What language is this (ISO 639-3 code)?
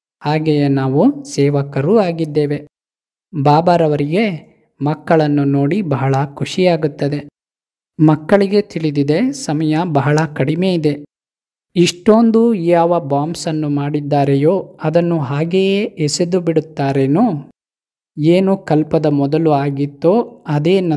kan